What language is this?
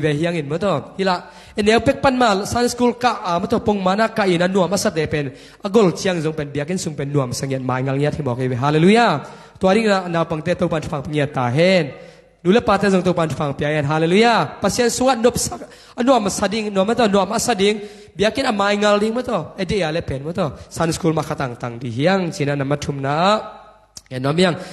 Tedim Chin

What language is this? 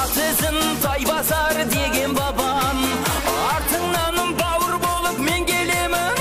Kara-Kalpak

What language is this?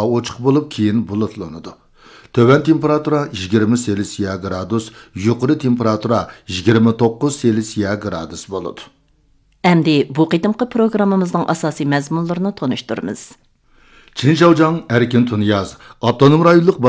Uyghur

